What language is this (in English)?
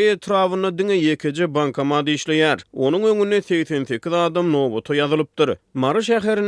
Turkmen